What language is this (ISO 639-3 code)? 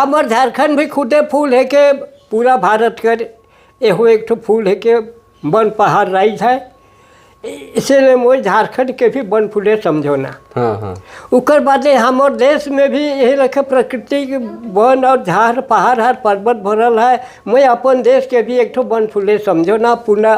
sck